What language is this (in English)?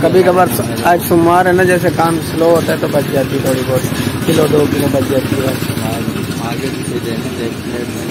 Saraiki